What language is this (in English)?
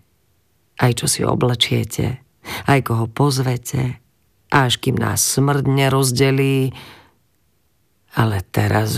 Slovak